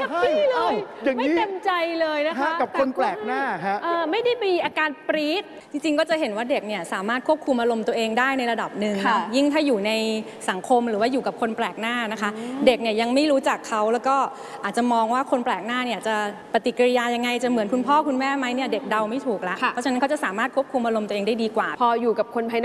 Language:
Thai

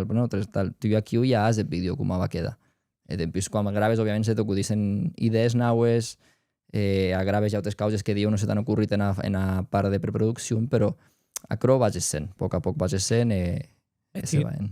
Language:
Occitan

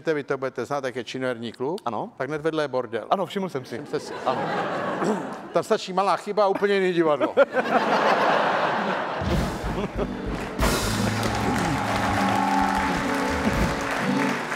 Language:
Czech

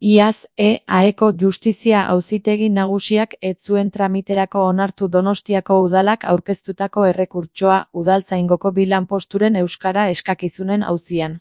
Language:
Basque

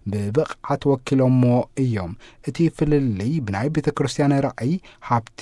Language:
Tigrinya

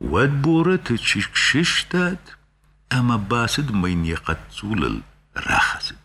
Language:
Ossetic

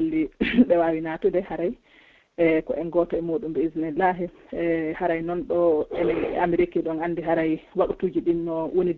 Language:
Pular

